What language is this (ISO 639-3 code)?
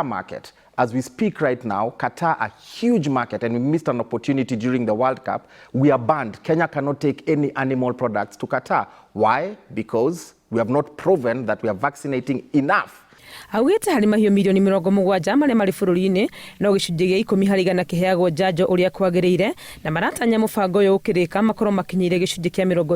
kik